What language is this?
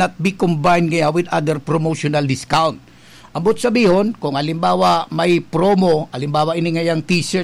Bikol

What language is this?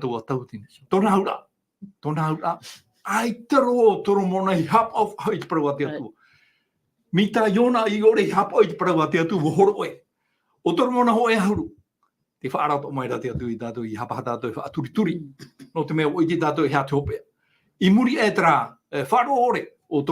Tahitian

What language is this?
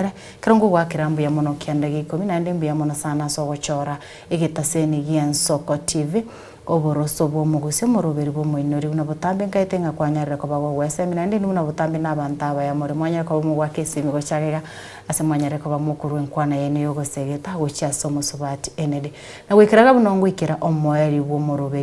Gusii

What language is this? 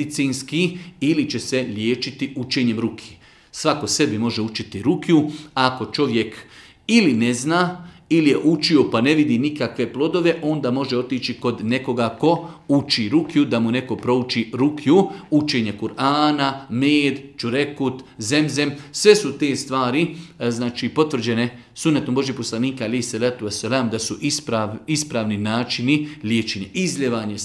Bosnian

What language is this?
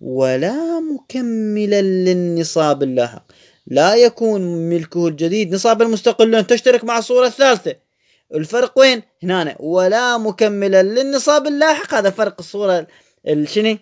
Moroccan Arabic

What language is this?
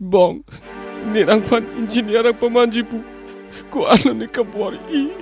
Karbi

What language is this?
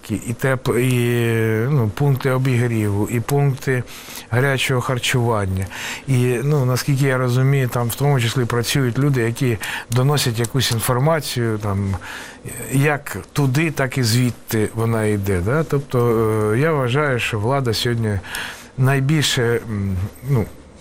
Ukrainian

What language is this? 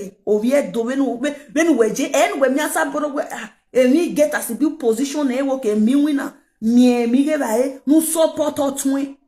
Nigerian Pidgin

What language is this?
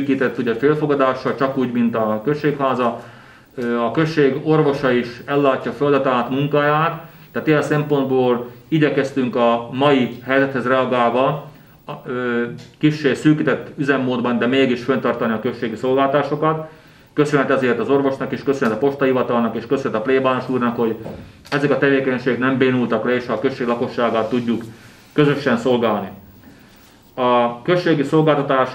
Hungarian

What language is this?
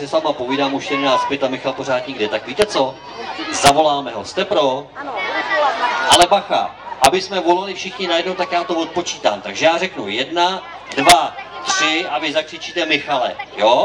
Czech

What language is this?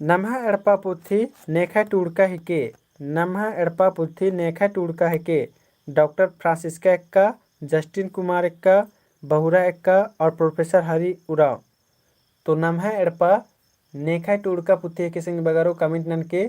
Kurukh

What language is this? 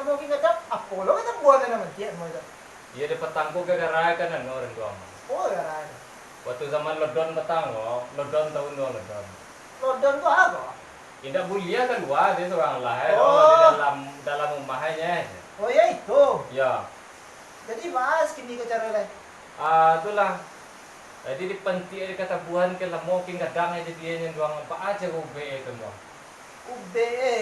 Minangkabau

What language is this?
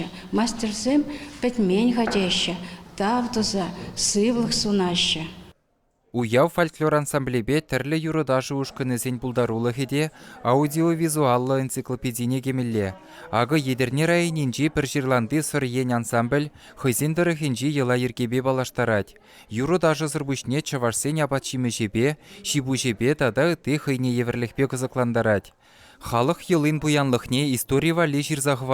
Chuvash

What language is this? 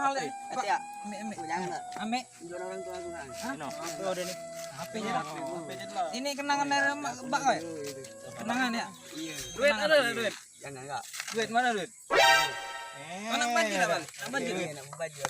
Musi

